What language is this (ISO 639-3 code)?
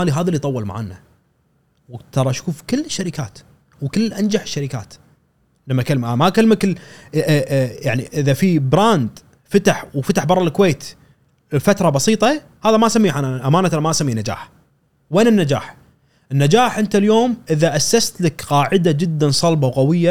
afb